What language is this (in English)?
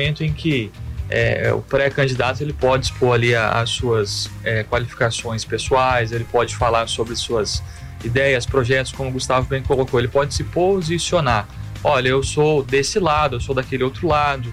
Portuguese